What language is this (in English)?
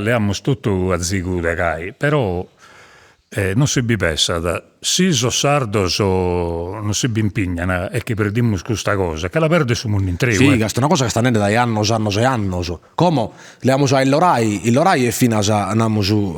Sardinian